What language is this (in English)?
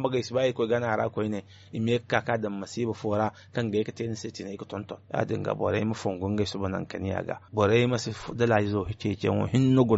Zarma